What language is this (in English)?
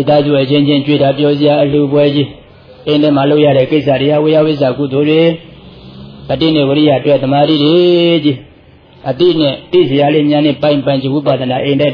Burmese